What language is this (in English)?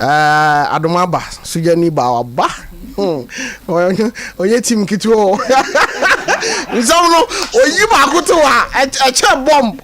Akan